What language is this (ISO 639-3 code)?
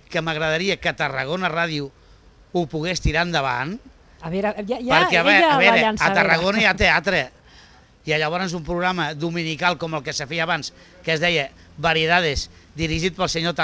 cat